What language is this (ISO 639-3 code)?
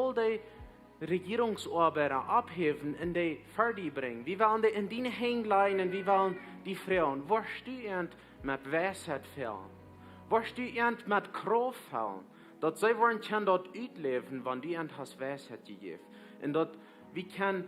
pdt